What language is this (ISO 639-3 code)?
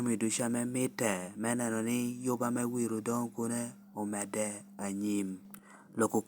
laj